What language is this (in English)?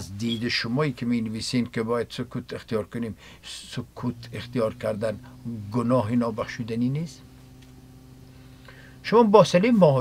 Persian